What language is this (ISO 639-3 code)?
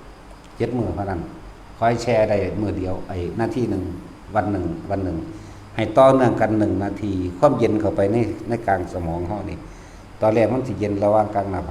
tts